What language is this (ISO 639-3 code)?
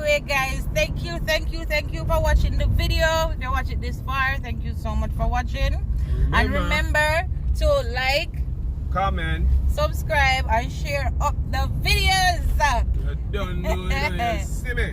jam